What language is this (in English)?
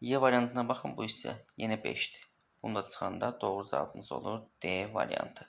Azerbaijani